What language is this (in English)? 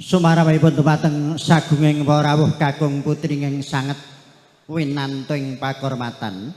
Javanese